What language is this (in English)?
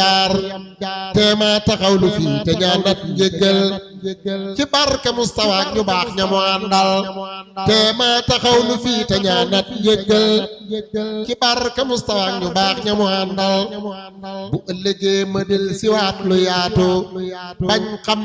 Wolof